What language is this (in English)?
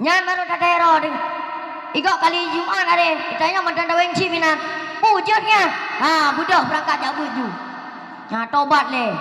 Achinese